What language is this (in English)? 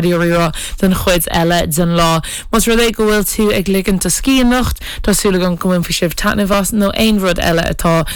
Irish